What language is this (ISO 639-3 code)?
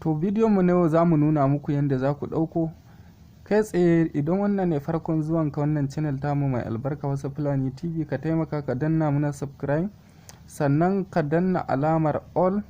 hau